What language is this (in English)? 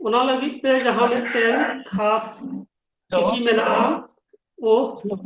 Santali